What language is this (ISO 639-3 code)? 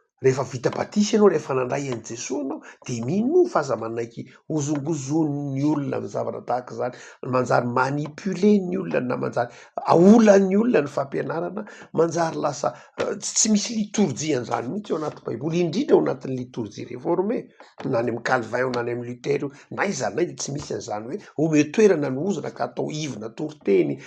mlg